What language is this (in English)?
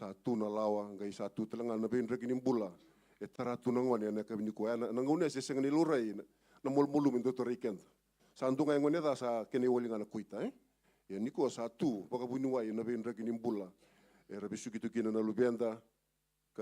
Fijian